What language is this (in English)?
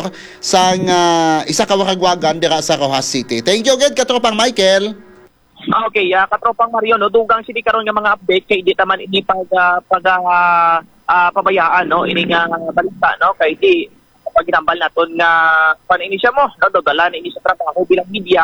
Hiligaynon